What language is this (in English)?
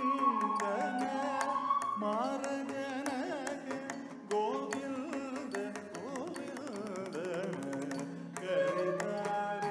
Kannada